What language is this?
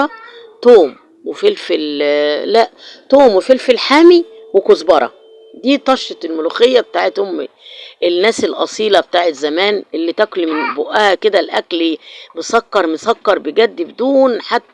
Egyptian Arabic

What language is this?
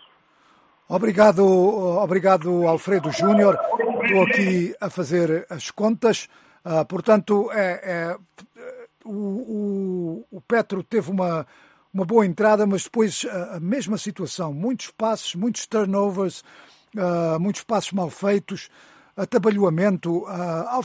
Portuguese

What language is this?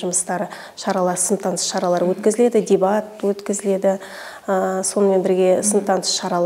Kazakh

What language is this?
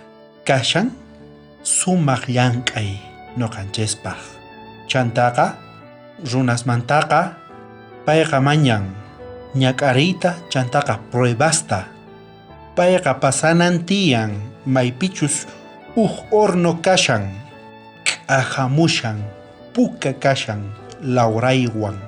South Bolivian Quechua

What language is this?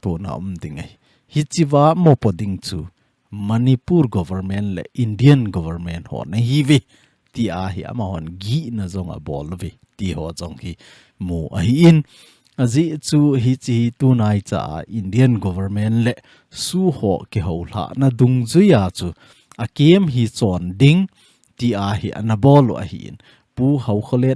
Thado Chin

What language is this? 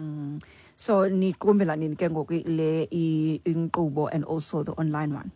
Xhosa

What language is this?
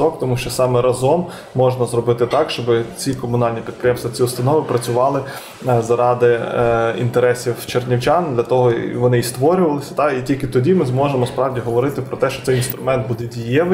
Ukrainian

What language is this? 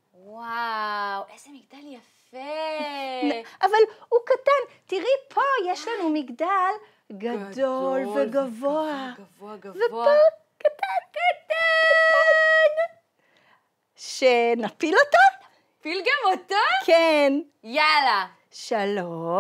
Hebrew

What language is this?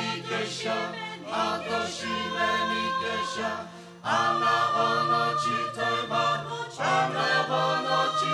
Sumi Naga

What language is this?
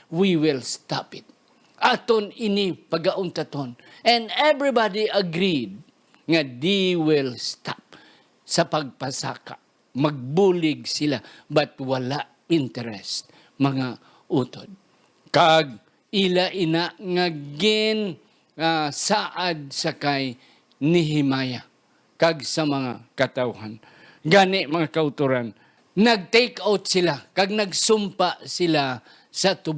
Hiligaynon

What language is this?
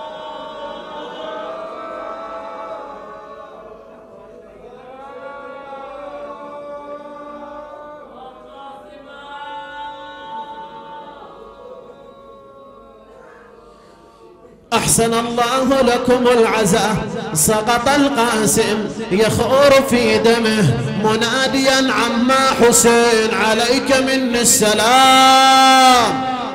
Arabic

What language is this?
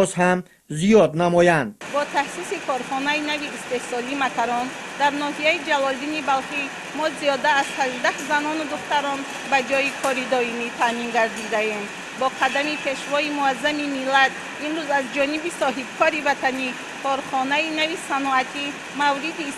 Tajik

